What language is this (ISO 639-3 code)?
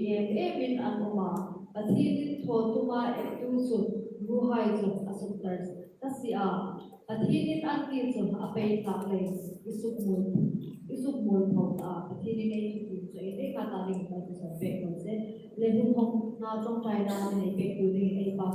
hmr